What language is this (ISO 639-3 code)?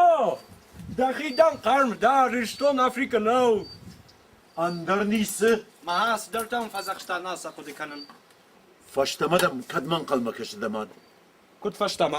oss